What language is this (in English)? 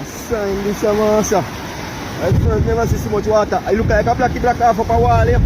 Jamaican Creole English